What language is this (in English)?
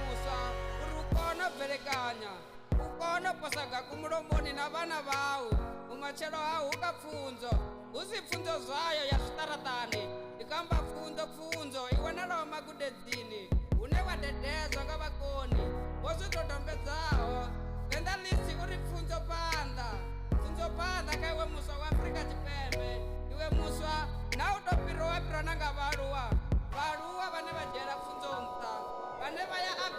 Venda